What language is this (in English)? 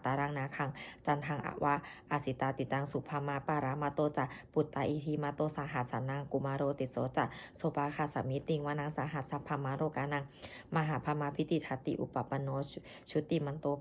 Pali